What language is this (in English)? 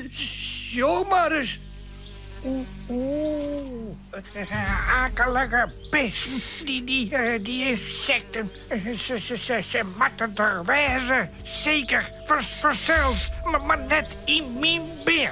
Western Frisian